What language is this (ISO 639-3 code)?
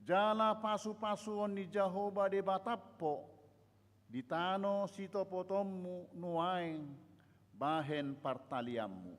bbc